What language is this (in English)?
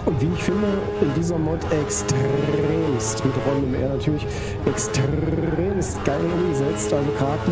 German